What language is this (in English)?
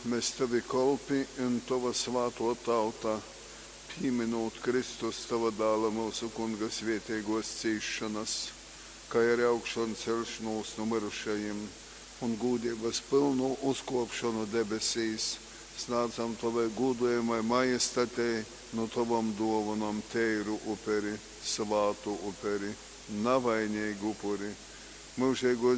Latgalian